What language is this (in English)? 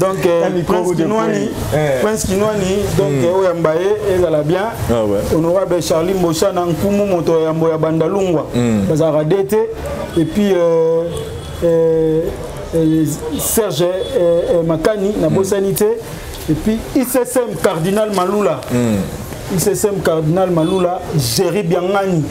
Lingala